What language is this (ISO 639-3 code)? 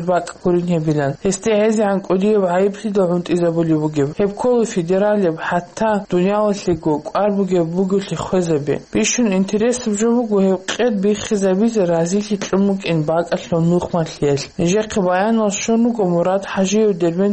ava